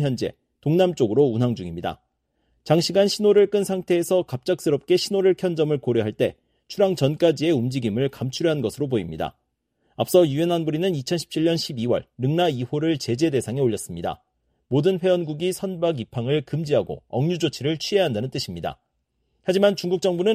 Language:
Korean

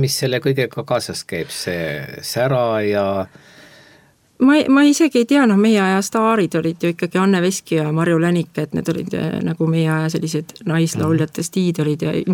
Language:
Estonian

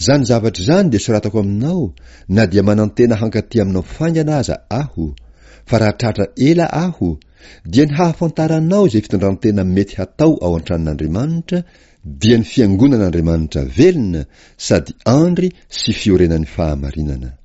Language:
Malagasy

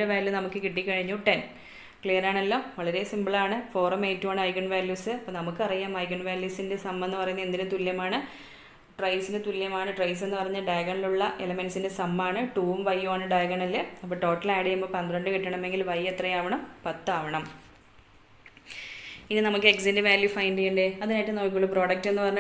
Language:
Malayalam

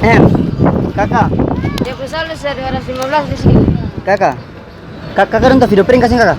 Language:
Ambonese Malay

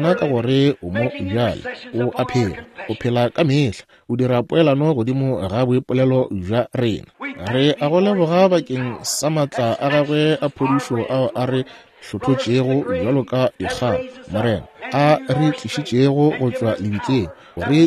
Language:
Northern Sotho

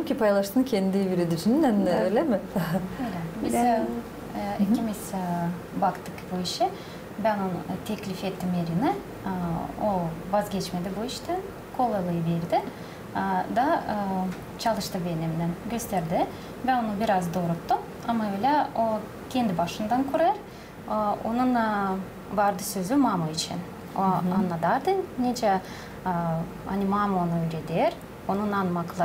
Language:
Gagauz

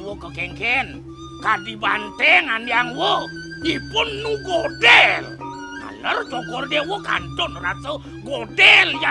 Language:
Balinese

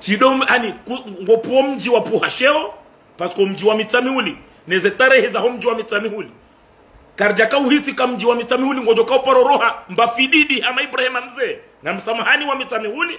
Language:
Ngazidja Comorian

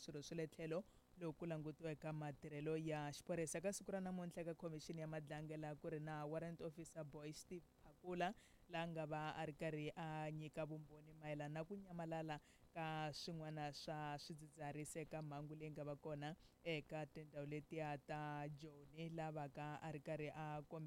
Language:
Tsonga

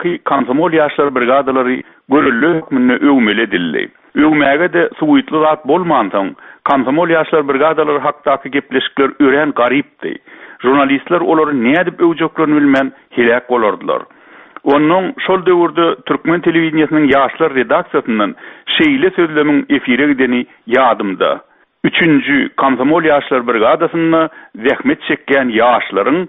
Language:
Turkmen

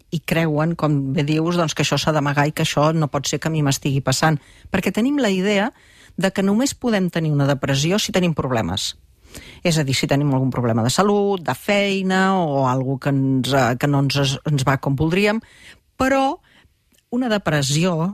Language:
Catalan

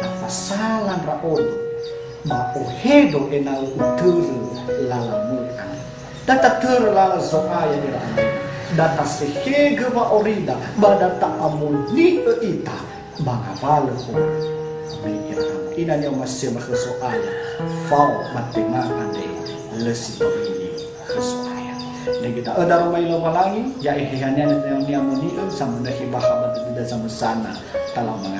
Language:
Nias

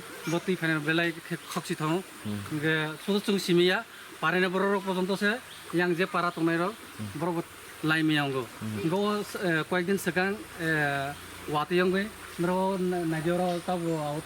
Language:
Riang (India)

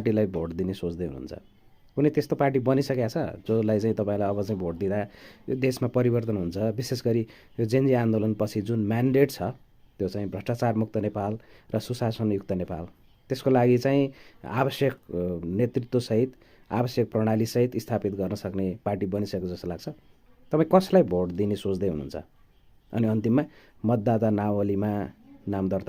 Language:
Nepali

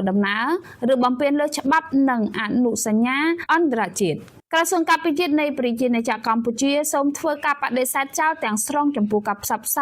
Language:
Khmer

